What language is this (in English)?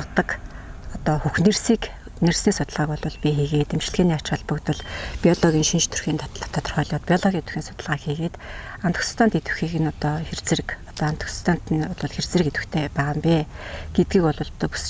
Mongolian